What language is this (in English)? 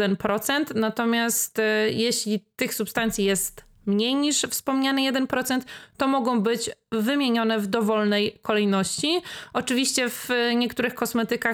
Polish